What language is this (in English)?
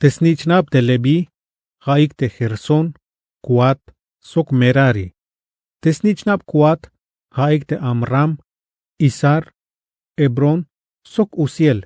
Tzeltal